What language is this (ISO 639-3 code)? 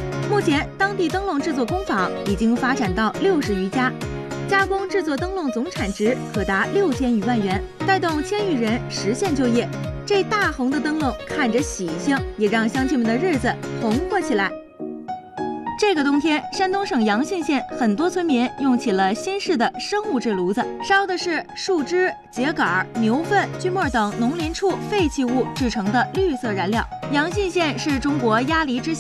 zho